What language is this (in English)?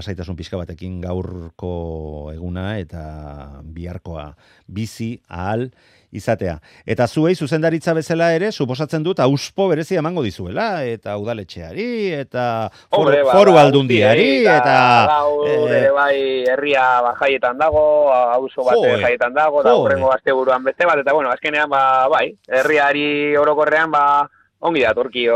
Basque